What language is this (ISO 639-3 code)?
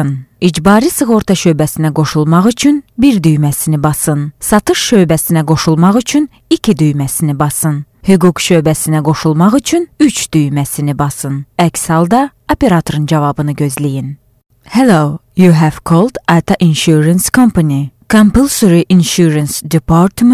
aze